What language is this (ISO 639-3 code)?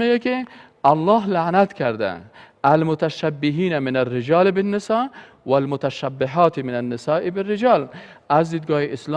fas